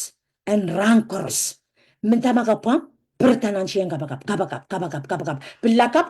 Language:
Pohnpeian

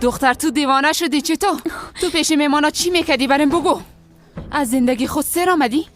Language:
Persian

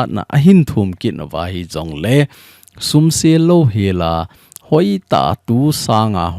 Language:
Thado Chin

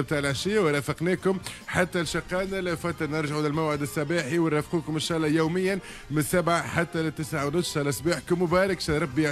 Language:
Tunisian Arabic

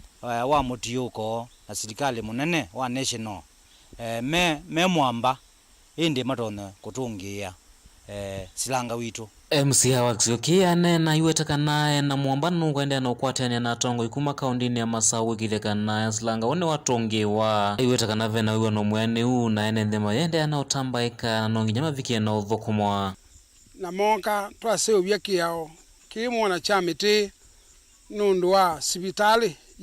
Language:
Kamba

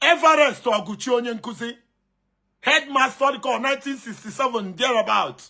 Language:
Igbo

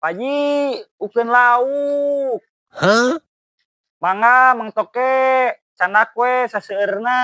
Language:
Sundanese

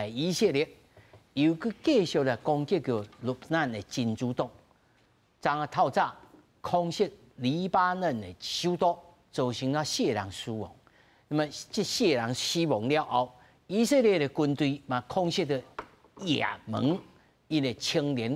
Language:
Min Nan Chinese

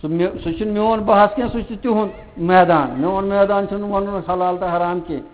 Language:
Kashmiri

